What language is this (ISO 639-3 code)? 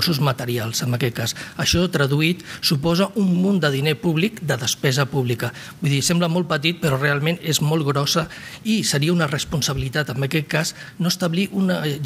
cat